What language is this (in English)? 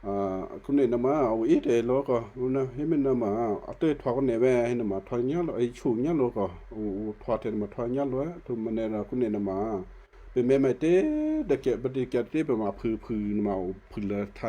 Western Kayah